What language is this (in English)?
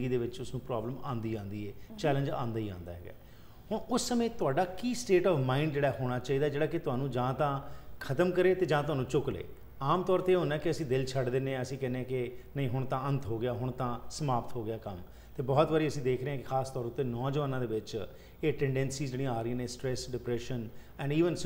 Punjabi